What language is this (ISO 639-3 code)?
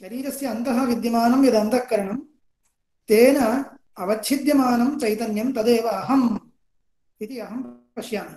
san